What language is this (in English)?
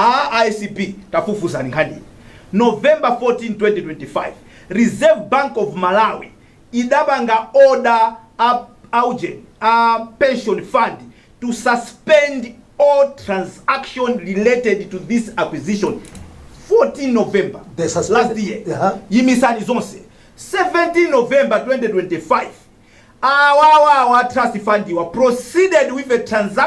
Nyanja